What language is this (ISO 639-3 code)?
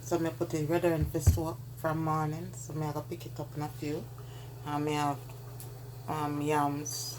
jam